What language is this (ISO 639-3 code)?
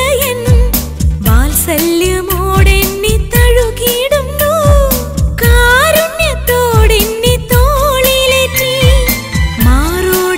mal